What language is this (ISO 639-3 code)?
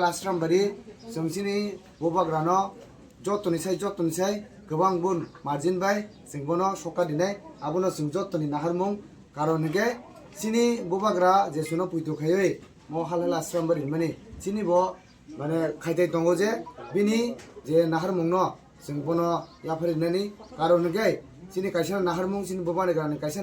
trp